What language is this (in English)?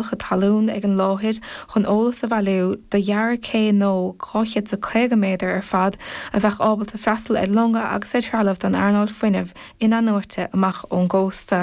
Irish